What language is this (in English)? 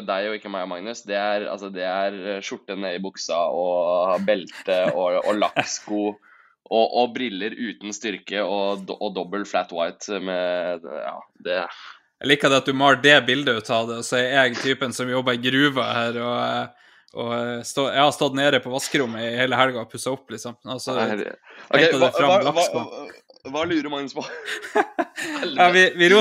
Norwegian